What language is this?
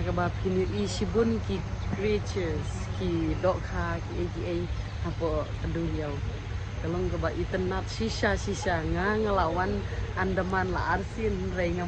Khasi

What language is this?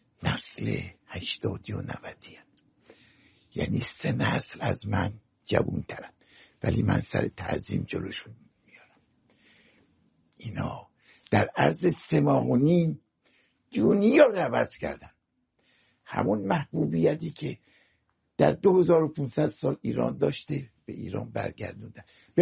Persian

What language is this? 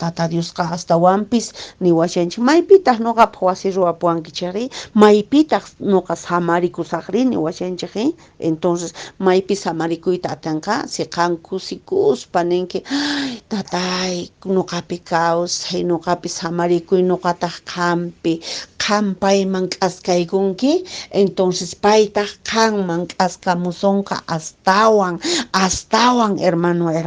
Quechua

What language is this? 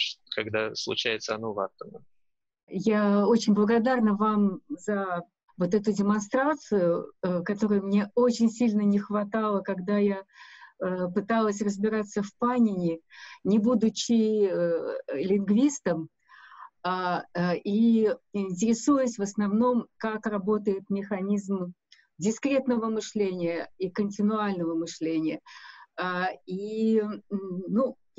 Russian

